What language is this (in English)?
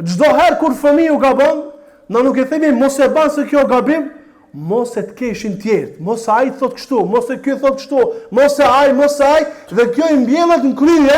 Albanian